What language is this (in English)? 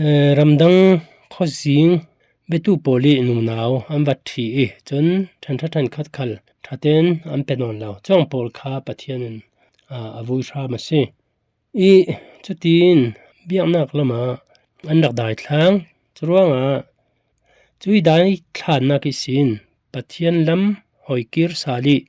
Falam Chin